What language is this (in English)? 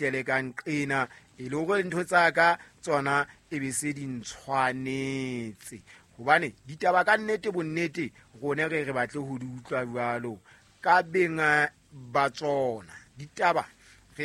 Southern Sotho